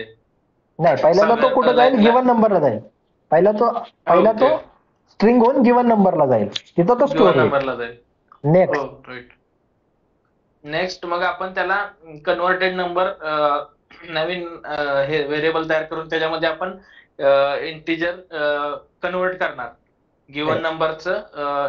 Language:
Marathi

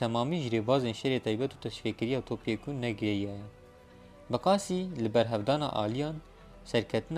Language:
Kurdish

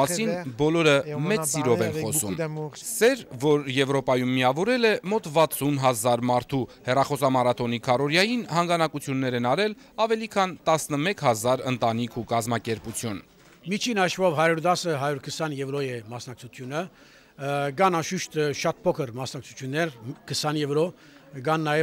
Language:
Armenian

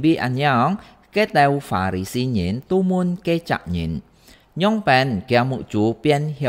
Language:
Hakka Chinese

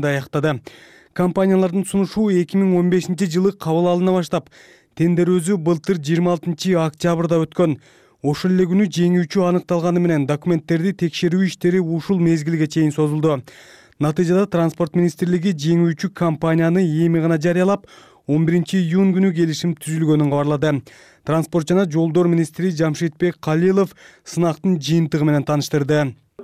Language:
Kyrgyz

